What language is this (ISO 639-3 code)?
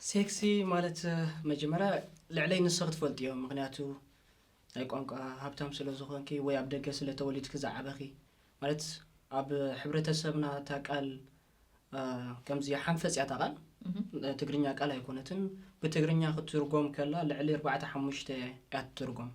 tir